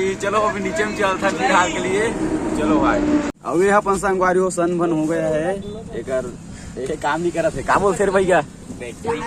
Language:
Chhattisgarhi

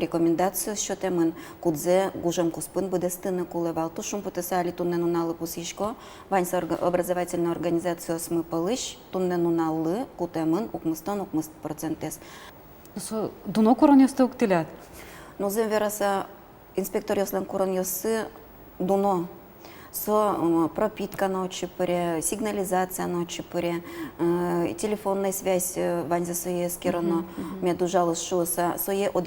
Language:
Udmurt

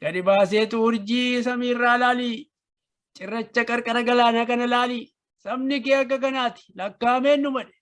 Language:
Oromo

